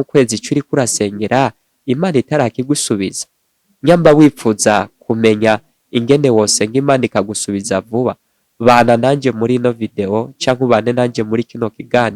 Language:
Rundi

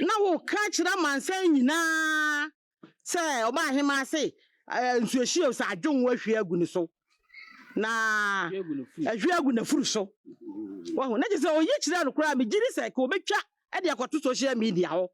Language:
Akan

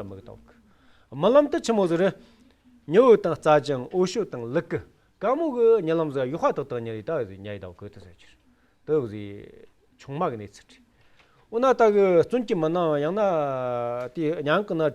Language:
Amdo Tibetan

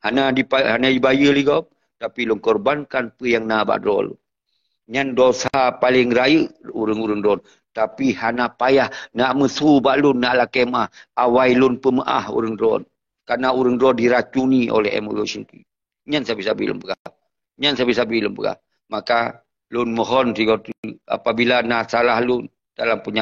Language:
Achinese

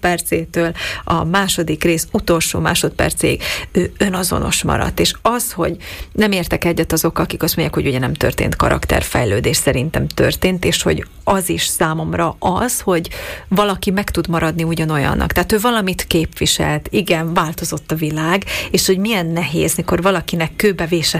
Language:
Hungarian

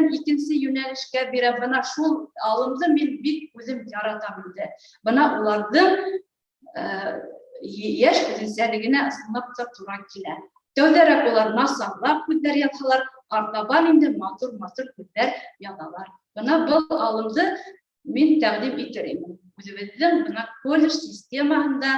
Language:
Bashkir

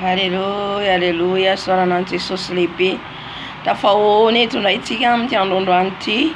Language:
Malagasy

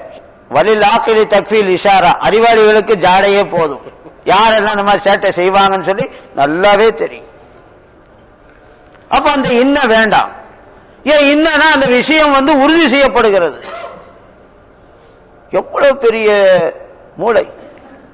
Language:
Tamil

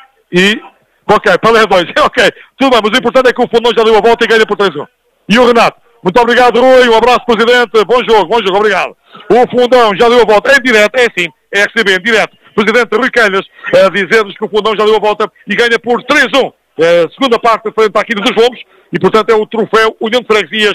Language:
Portuguese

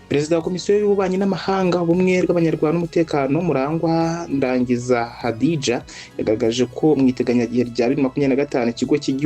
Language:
Kinyarwanda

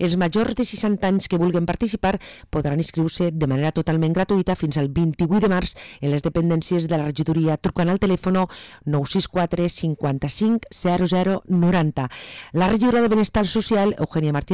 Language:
Catalan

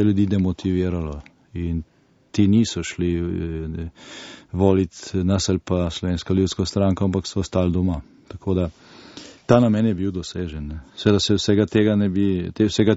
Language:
Slovenian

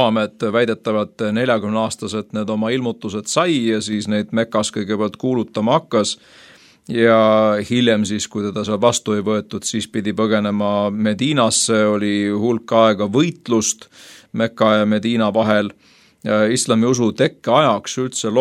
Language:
Estonian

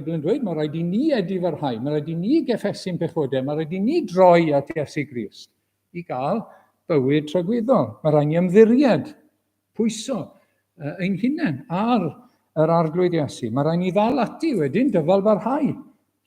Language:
Welsh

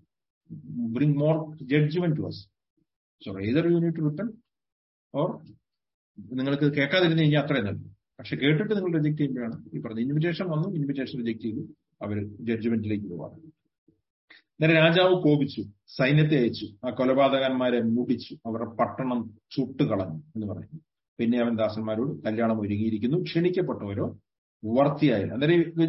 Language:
Malayalam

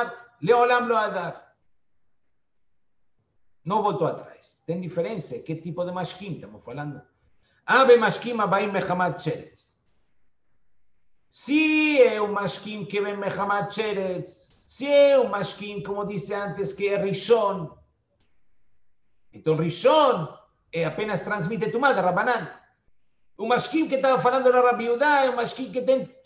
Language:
Portuguese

